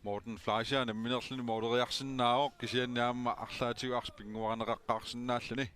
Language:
Kalaallisut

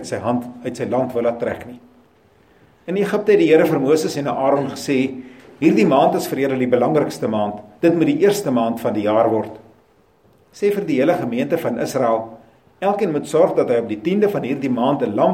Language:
Afrikaans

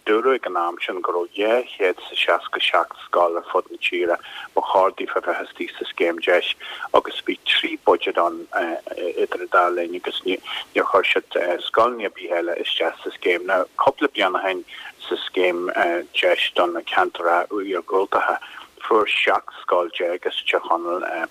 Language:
Irish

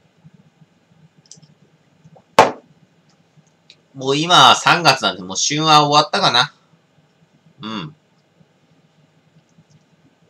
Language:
Japanese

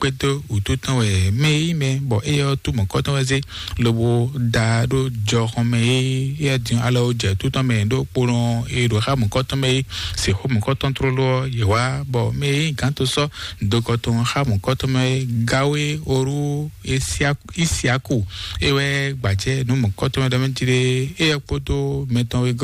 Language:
Fon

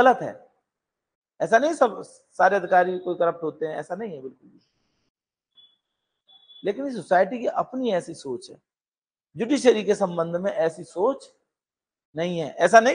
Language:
Hindi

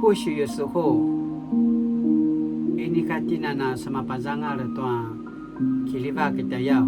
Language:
Paiwan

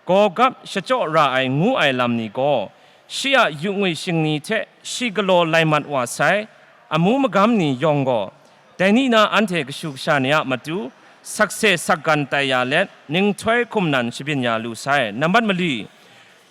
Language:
Kachin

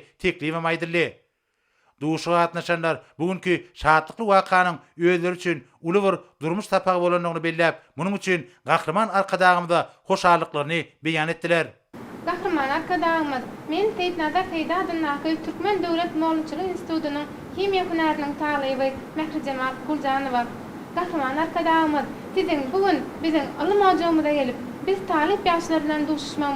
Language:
Turkmen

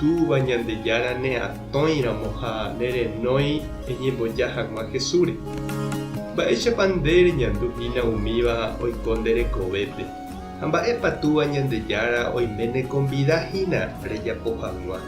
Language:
Guarani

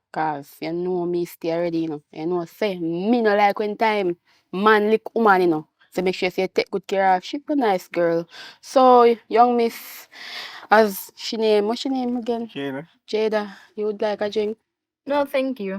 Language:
Jamaican Creole English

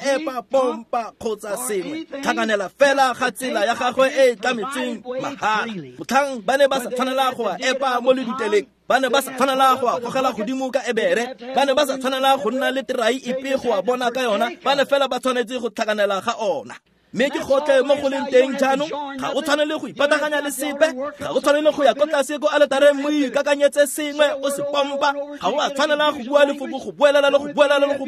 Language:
Tswana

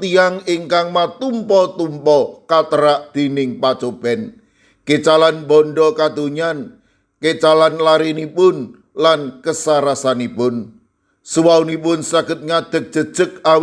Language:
Javanese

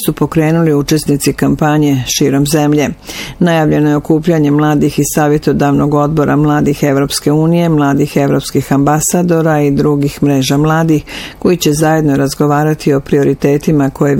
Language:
Bosnian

